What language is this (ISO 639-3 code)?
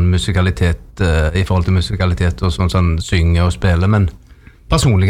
nor